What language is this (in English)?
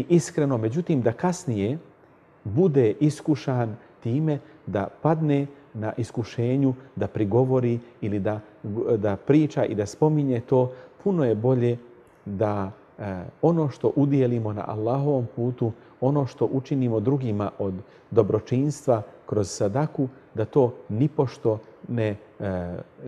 Bosnian